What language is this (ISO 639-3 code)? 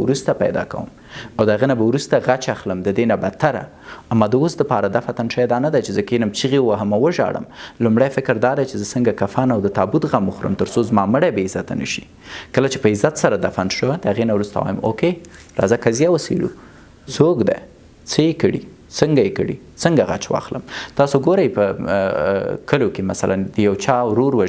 pus